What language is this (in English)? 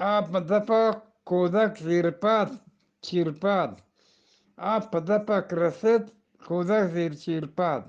Eastern Balochi